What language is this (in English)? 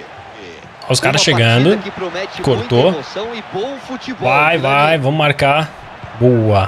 Portuguese